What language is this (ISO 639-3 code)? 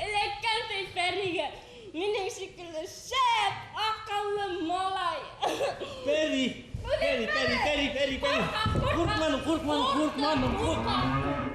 bak